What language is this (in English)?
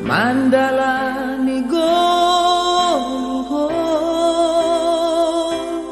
Batak Simalungun